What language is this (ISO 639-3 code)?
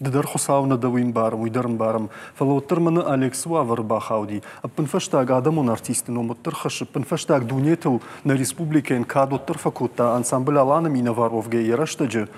oss